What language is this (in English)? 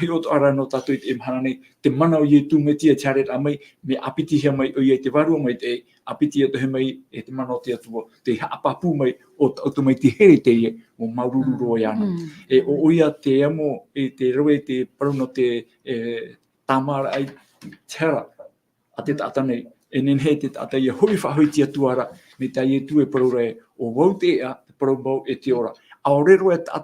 Tahitian